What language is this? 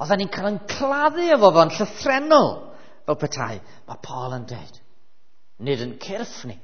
Welsh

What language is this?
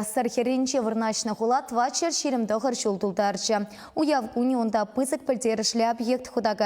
Chuvash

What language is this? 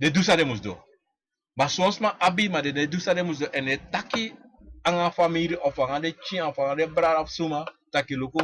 Sranan Tongo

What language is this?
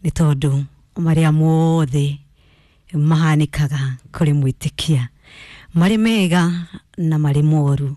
Kikuyu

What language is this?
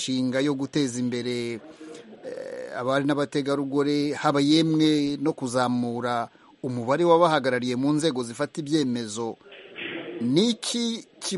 Kinyarwanda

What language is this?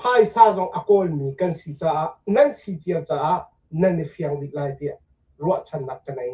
Hakha Chin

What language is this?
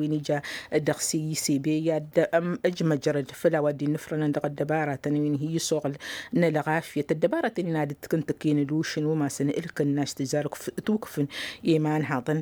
Tamasheq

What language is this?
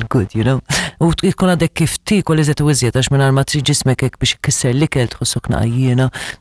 Maltese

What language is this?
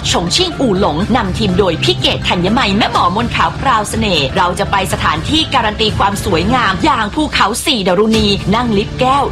Thai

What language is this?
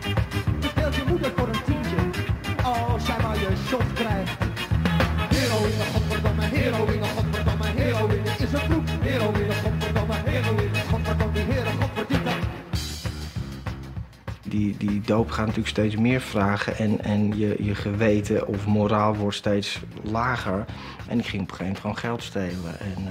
Dutch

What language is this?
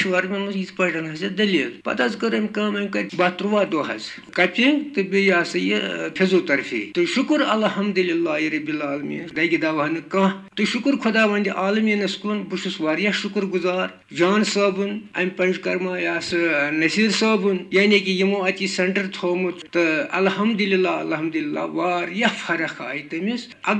Kashmiri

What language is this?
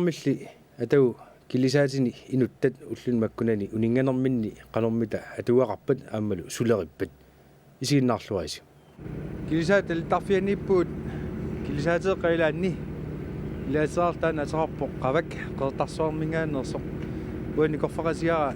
Kalaallisut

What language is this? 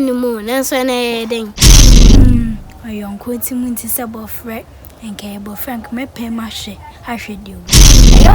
Akan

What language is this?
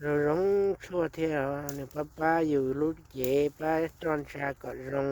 Hmong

